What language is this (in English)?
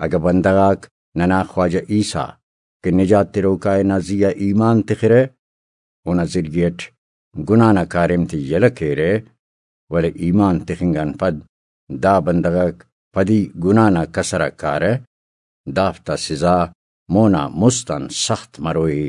Brahui